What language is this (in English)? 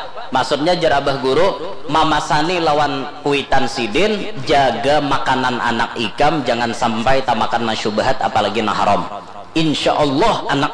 Banjar